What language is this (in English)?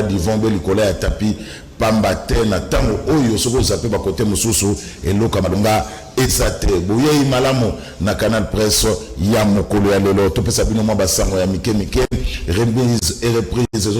Lingala